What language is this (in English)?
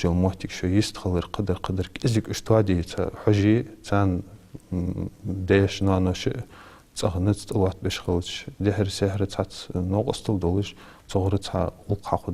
Ingush